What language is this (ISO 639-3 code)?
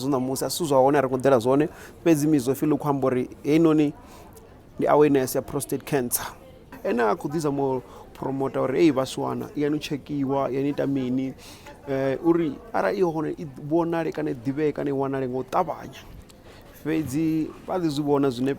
ven